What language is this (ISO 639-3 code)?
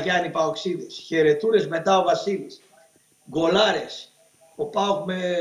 ell